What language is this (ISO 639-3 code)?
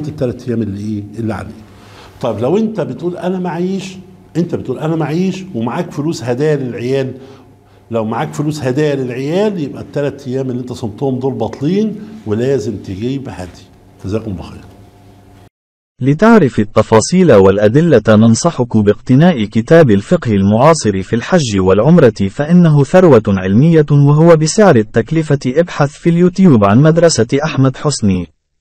arz